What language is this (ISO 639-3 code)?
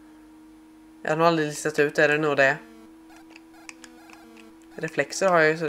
swe